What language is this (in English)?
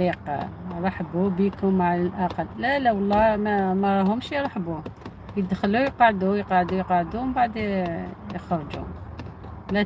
Algerian Arabic